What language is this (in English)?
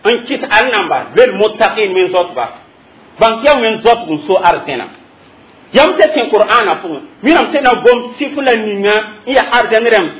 Mossi